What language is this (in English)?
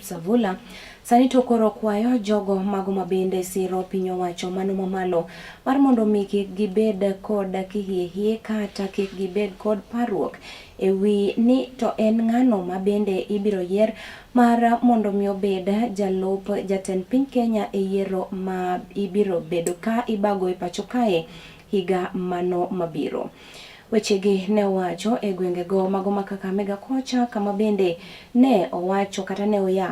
Luo (Kenya and Tanzania)